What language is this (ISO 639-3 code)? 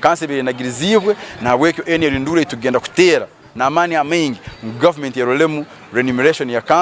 nyn